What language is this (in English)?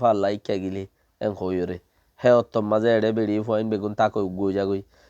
Rohingya